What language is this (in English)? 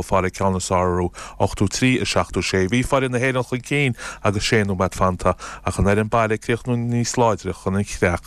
Irish